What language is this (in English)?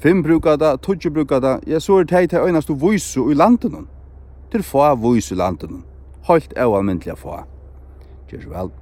Faroese